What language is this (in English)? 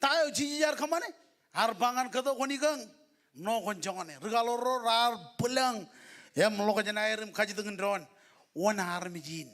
Marshallese